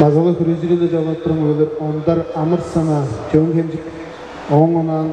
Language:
Tuvinian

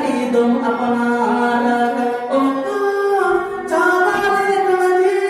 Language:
Santali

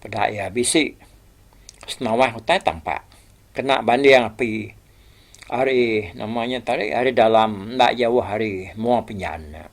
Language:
Iban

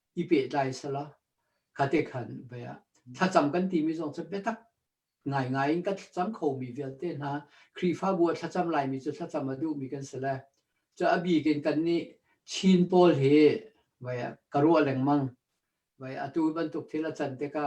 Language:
Hakha Chin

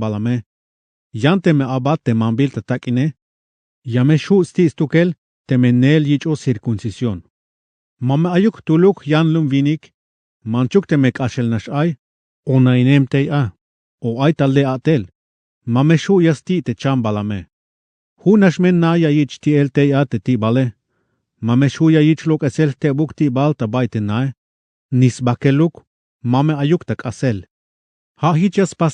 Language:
Tzeltal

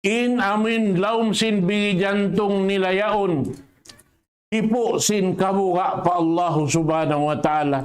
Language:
Tausug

